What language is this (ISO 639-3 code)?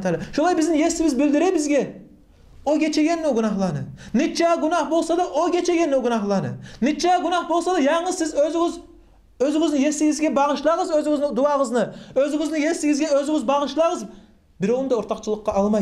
kum